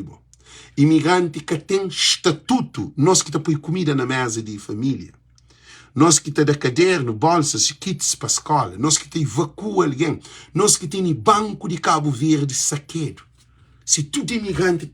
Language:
Kabuverdianu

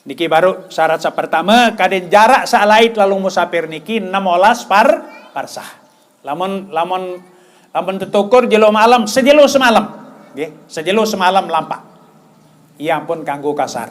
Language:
Sasak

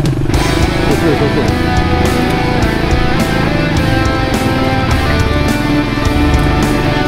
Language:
Malay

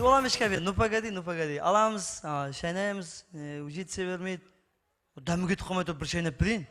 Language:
Kara-Kalpak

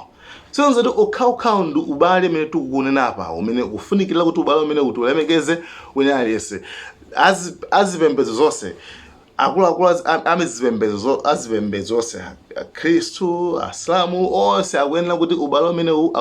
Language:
Nyanja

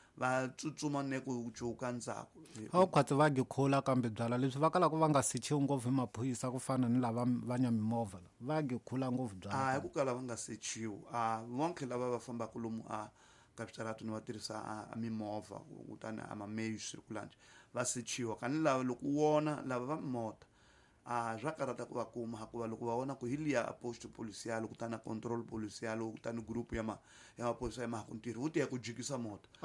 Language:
Tsonga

